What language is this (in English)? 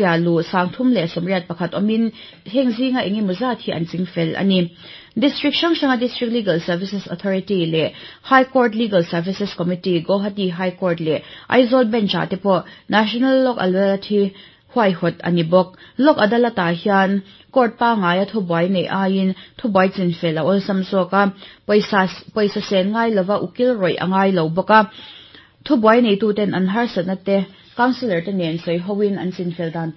Mizo